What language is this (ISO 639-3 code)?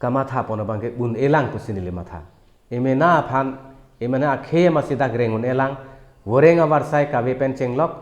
mjw